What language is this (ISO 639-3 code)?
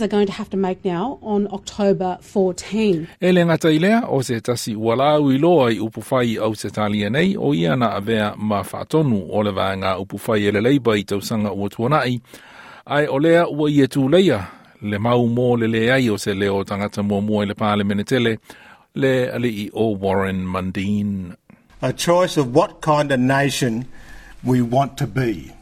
smo